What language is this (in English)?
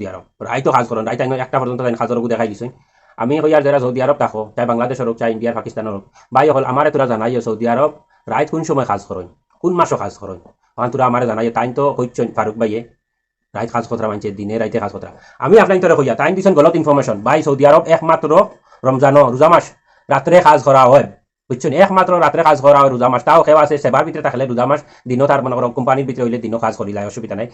Sylheti